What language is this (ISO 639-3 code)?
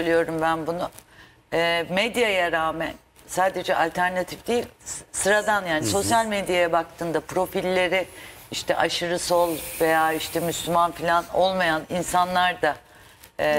tur